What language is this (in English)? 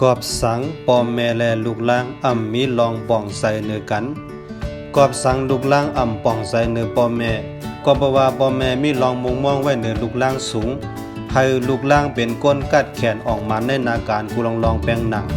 Shan